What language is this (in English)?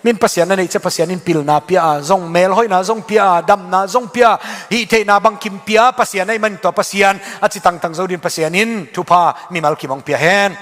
Tedim Chin